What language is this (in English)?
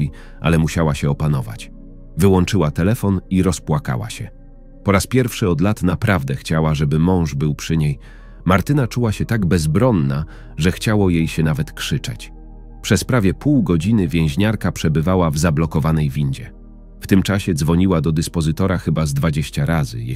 Polish